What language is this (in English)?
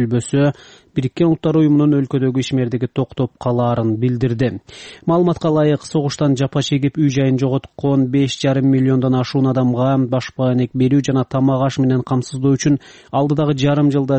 Kyrgyz